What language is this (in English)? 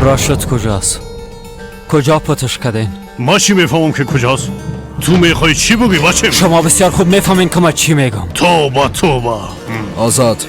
Persian